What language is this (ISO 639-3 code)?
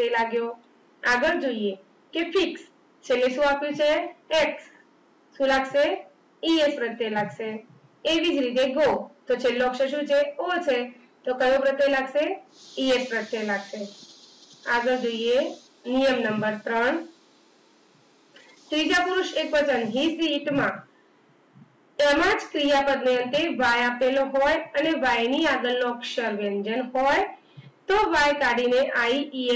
guj